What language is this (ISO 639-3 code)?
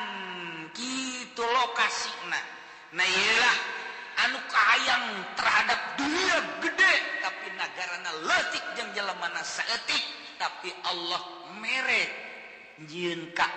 sun